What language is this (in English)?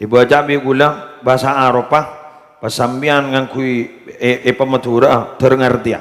Madurese